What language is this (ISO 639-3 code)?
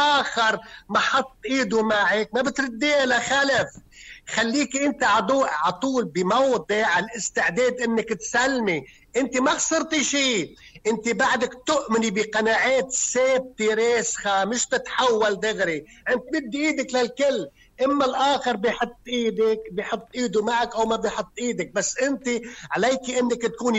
apc